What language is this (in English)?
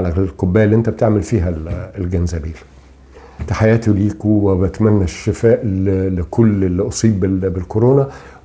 Egyptian Arabic